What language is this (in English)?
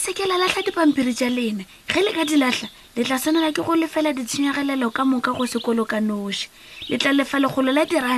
Northern Sotho